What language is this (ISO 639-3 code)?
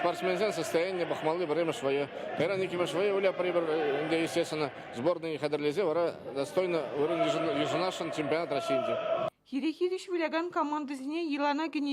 chv